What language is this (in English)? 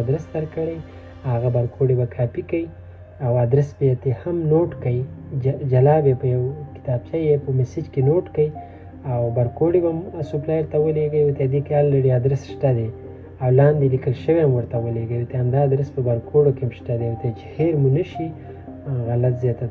Pashto